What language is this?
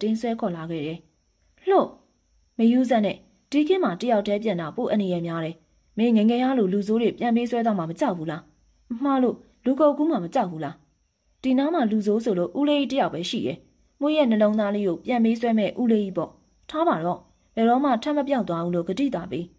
Burmese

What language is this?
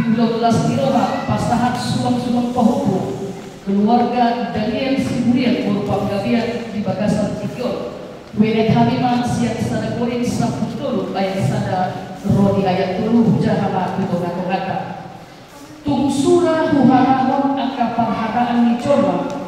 Batak Toba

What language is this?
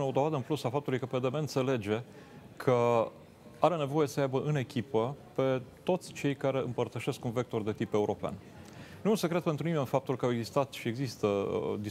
Romanian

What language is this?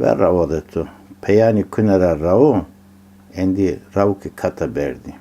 Zaza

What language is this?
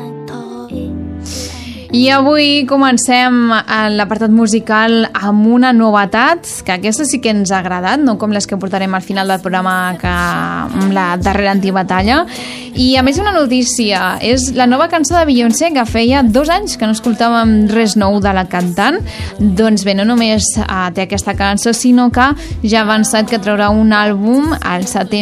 Catalan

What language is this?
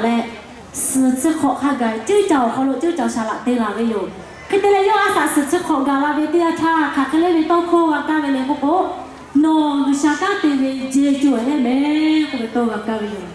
Lahu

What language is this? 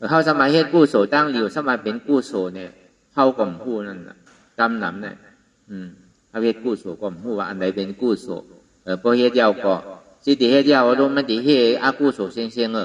Shan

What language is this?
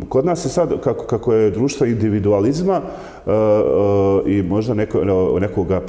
Bosnian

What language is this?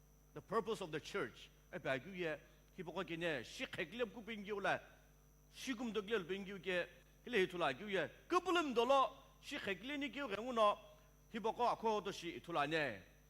Sumi Naga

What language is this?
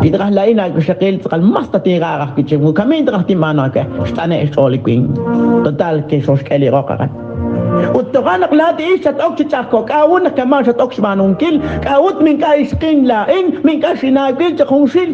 Kekchí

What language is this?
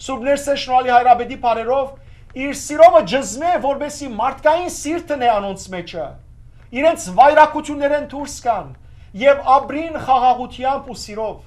Western Armenian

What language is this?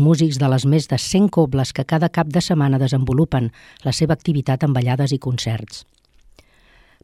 Catalan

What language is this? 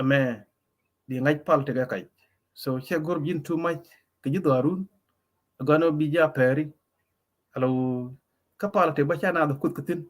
Nuer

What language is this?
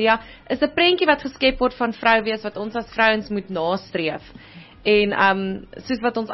Afrikaans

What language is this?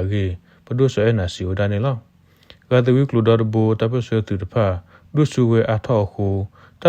S'gaw Karen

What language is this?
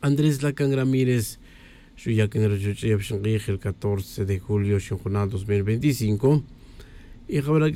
Tz'utujil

